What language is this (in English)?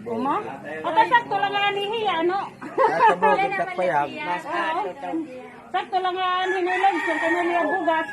Waray